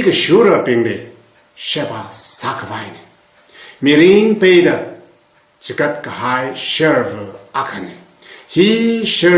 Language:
Tangkhul Naga (India)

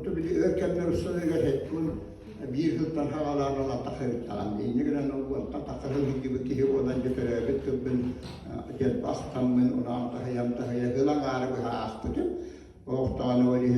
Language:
Yakut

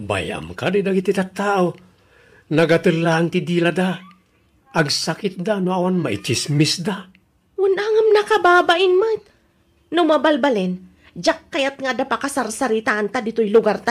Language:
Iloko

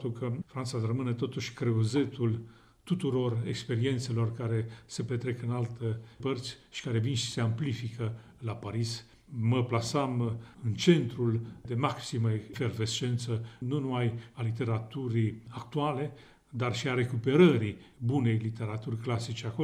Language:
Romanian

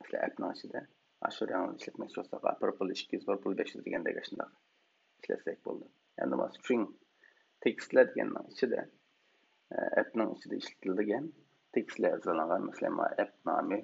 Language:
Uyghur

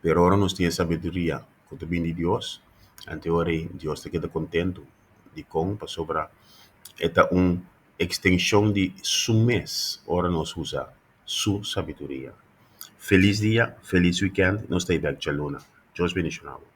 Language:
Papiamento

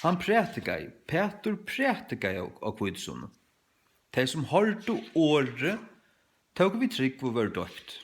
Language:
Faroese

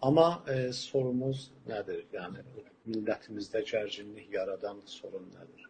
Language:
South Azerbaijani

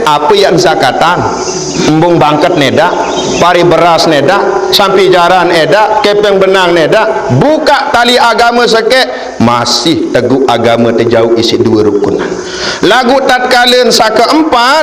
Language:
Sasak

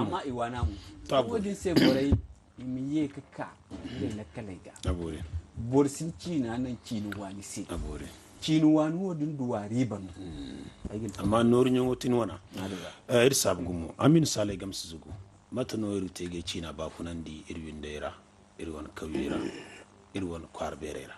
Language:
Zarma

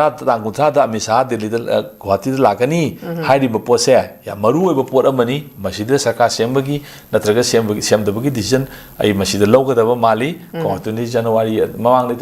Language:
Manipuri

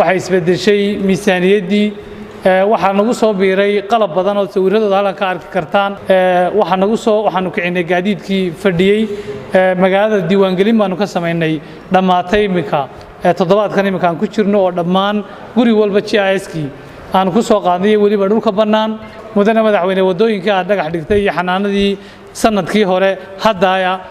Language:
Somali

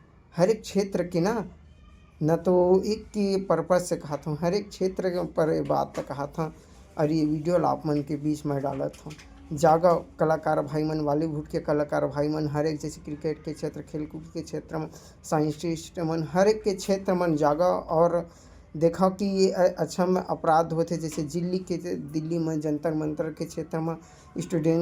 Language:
Chhattisgarhi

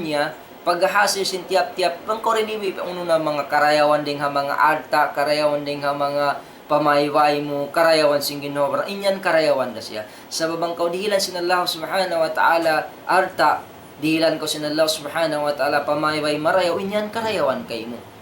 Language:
Tausug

